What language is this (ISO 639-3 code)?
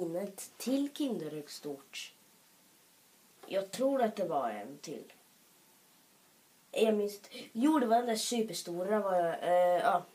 swe